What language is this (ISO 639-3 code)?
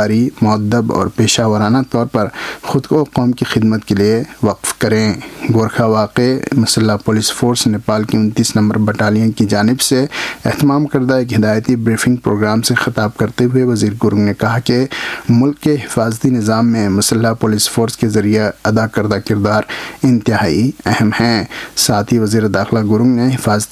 urd